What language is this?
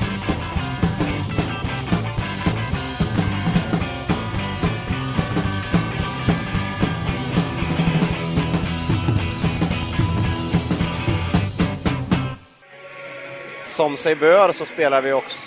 Swedish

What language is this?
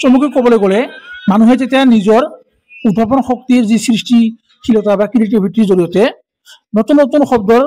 Assamese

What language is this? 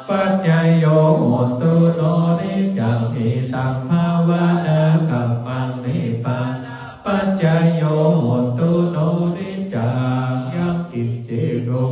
Pali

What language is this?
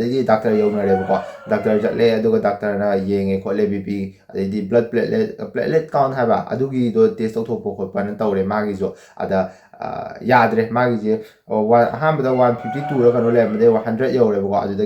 Manipuri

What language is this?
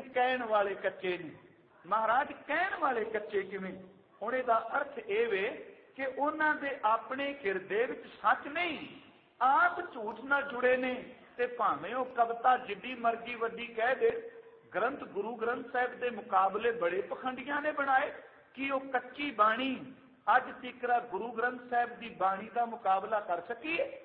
Punjabi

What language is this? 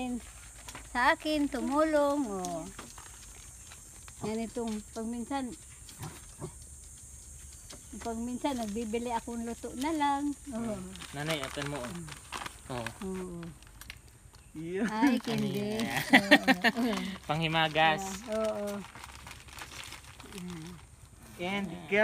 Filipino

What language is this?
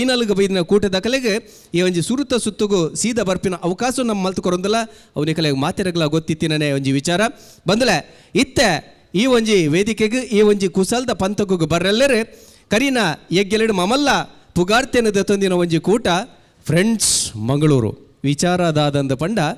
Tulu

